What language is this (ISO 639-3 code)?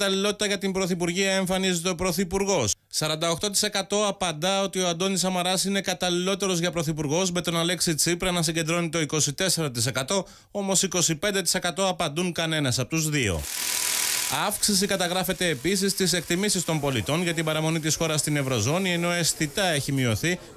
ell